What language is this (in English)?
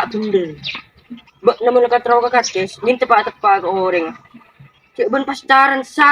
Madurese